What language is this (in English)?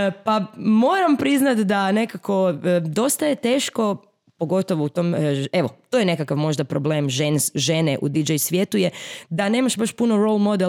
Croatian